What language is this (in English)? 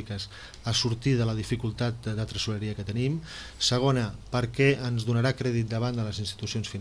Catalan